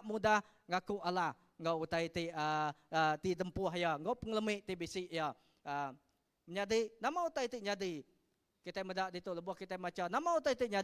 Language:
Iban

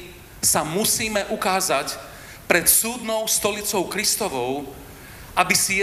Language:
Slovak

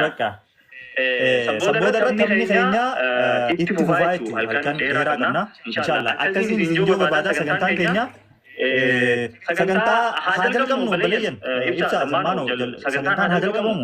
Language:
Oromo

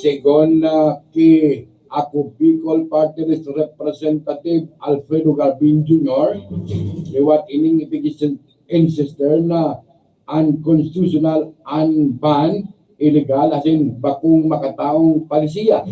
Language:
Bikol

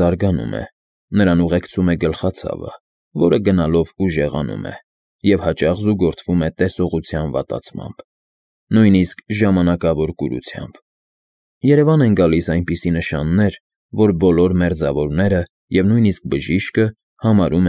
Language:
Armenian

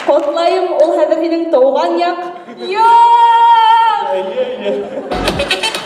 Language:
Bashkir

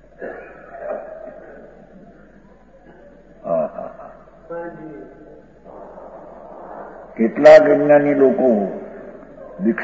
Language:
Gujarati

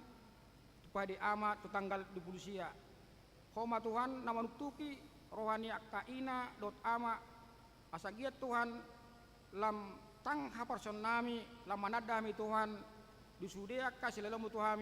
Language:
Batak Toba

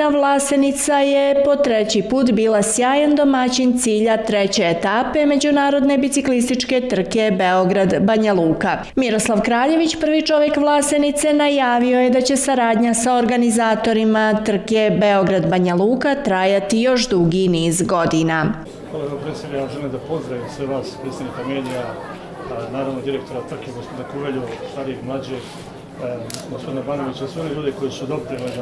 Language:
Serbian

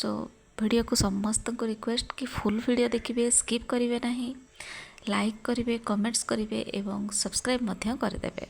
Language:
Odia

